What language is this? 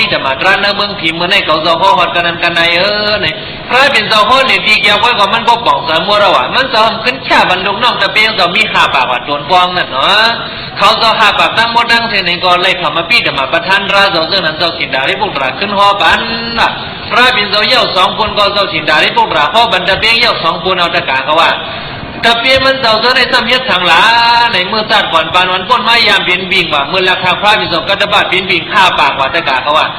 Shan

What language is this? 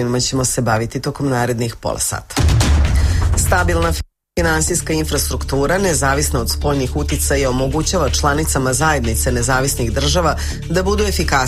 Serbian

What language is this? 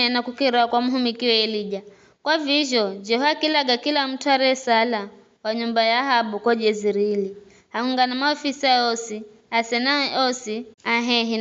Giryama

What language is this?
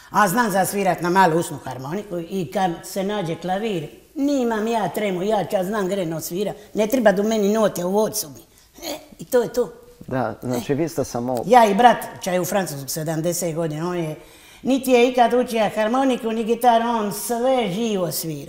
Croatian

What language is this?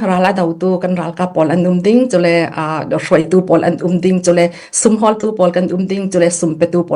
Falam Chin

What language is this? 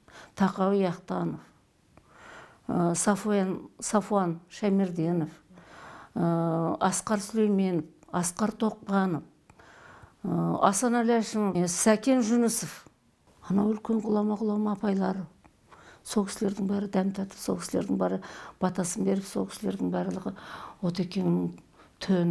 Kazakh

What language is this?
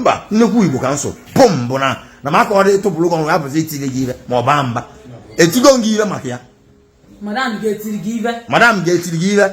Igbo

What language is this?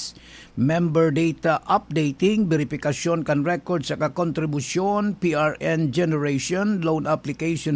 Bikol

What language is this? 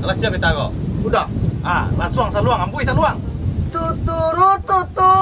Minangkabau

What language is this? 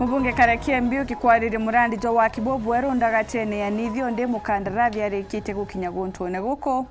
Meru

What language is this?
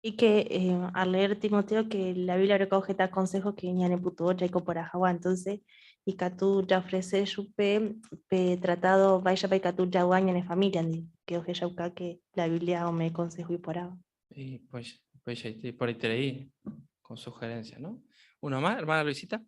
Guarani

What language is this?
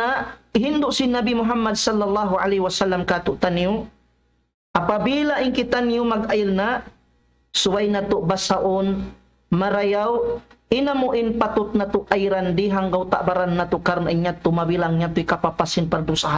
Tausug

